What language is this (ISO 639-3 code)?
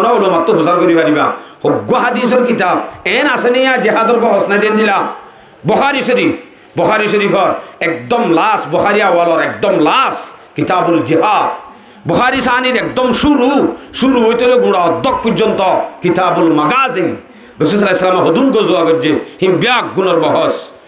rhg